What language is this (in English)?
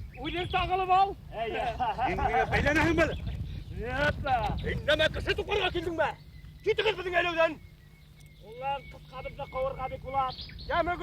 Bashkir